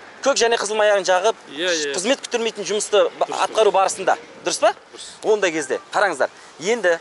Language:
Kazakh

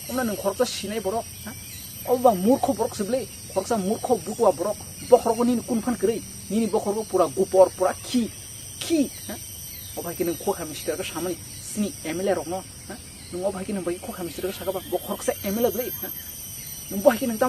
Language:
Kok Borok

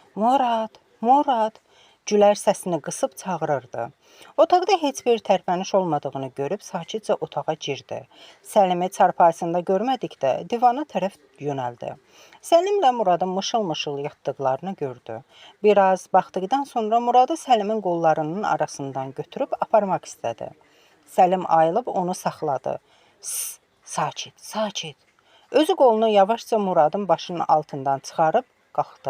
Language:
Azerbaijani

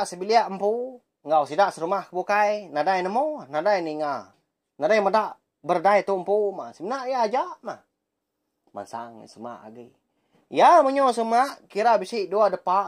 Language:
Iban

